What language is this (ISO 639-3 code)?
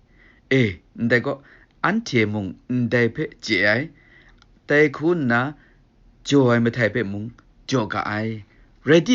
kac